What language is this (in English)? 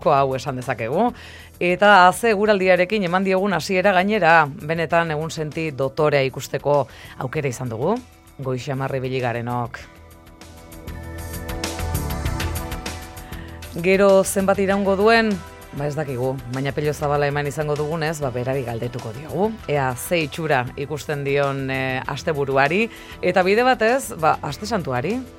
Basque